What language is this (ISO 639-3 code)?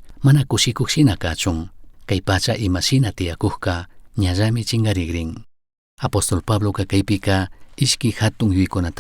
qug